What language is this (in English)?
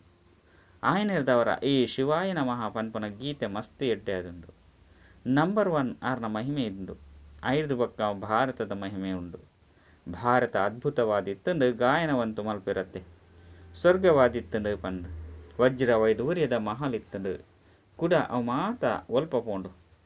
Tulu